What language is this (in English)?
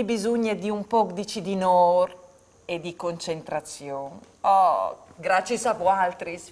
Friulian